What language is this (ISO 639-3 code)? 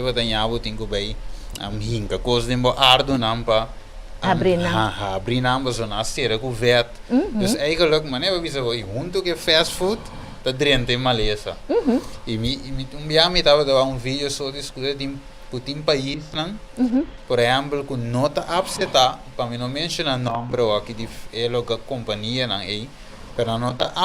pap